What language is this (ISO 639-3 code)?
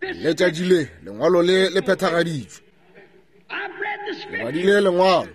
nso